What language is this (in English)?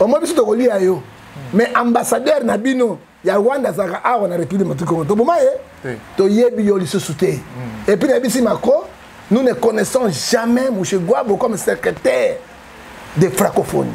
Lingala